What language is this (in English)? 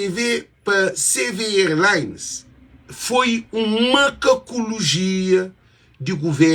Kabuverdianu